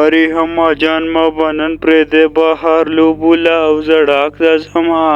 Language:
Pashto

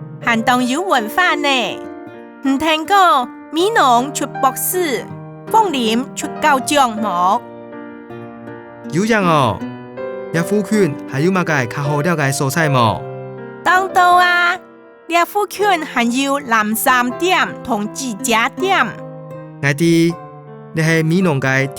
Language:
Hakka Chinese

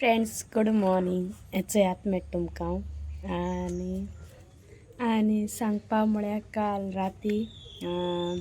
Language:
Konkani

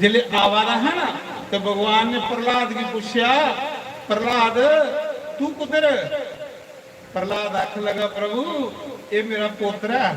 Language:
Dogri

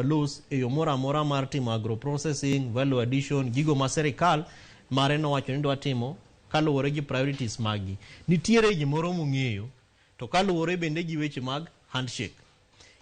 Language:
Luo (Kenya and Tanzania)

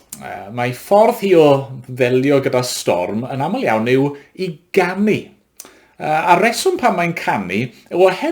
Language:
Welsh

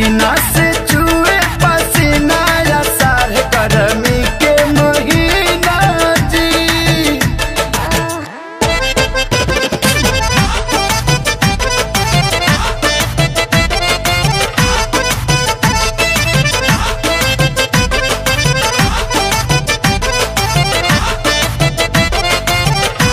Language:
Bhojpuri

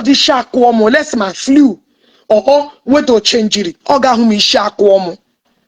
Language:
Igbo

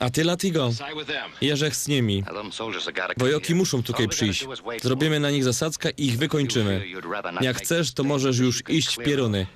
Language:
Silesian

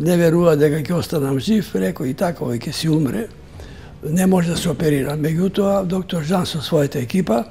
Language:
Macedonian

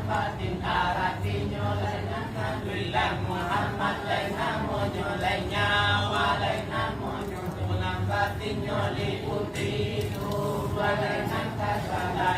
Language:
Minangkabau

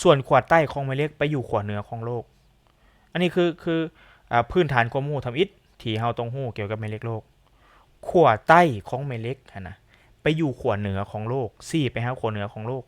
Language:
Lao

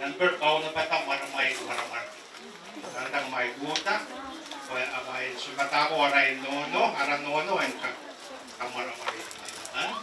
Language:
Pohnpeian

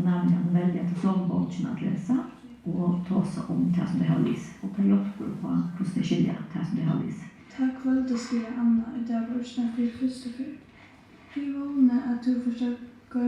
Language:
Faroese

